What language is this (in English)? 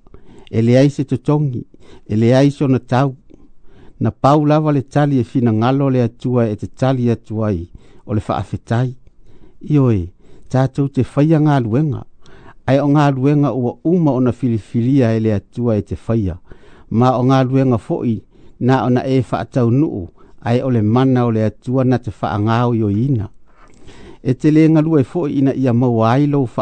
Samoan